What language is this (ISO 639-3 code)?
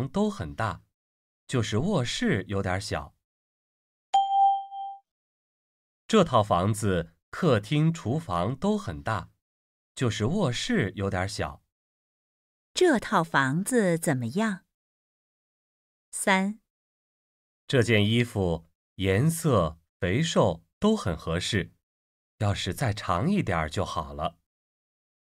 zho